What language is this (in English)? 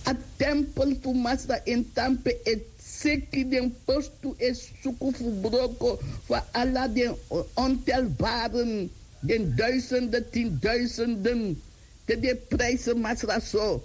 Sranan Tongo